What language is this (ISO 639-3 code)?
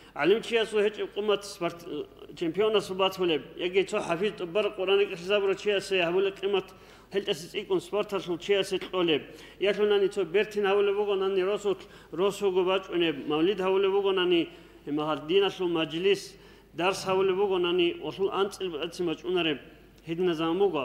ava